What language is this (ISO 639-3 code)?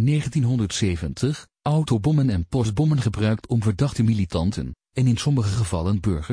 nld